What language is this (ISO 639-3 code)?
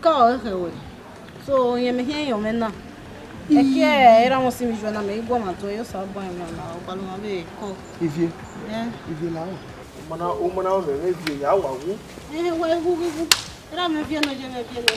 bin